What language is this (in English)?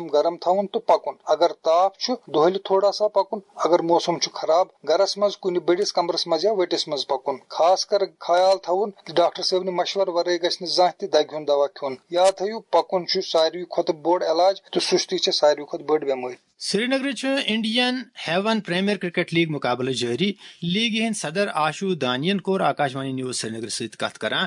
Kashmiri